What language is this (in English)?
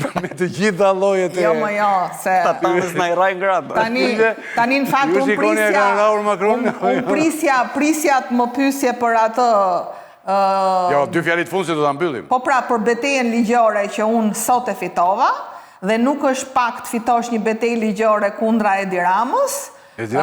Albanian